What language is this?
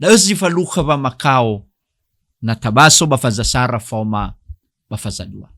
Nias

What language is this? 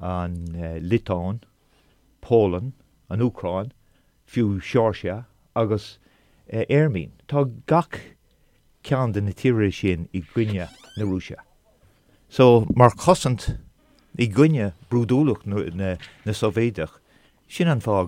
Irish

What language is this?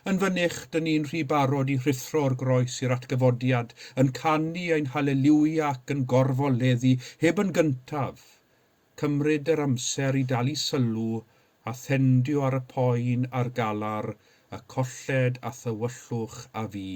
Welsh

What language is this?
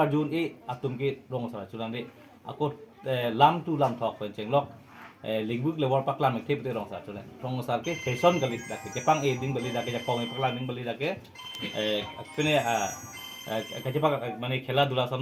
Karbi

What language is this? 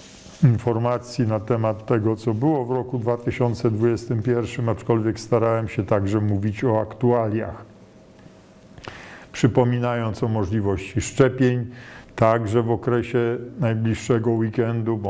Polish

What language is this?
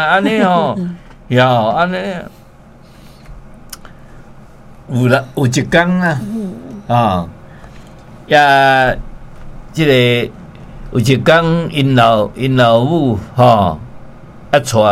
Min Nan Chinese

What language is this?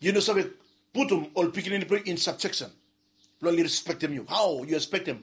Bislama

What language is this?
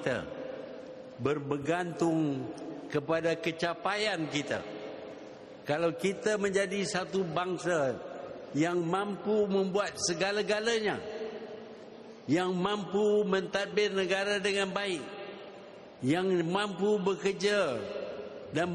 Malay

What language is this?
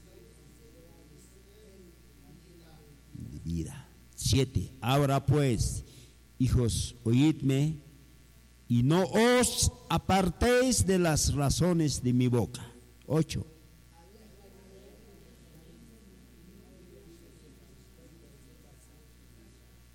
Spanish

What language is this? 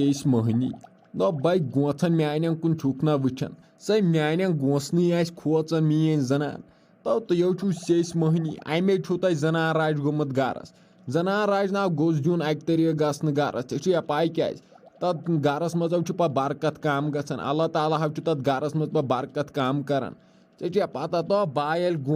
Kashmiri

